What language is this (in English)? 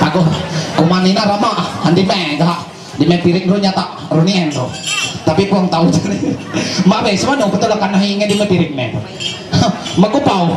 Ma'anyan